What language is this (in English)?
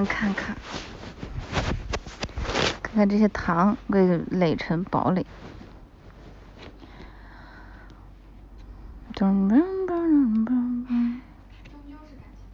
Chinese